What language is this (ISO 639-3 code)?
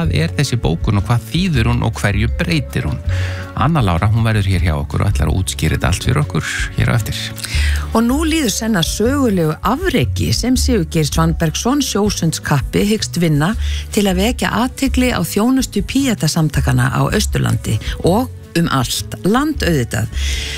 isl